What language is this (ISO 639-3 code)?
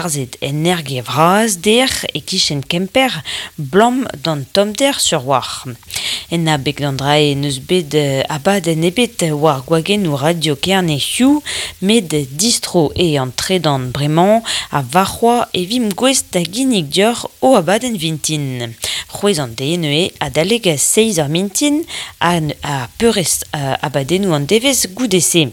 bre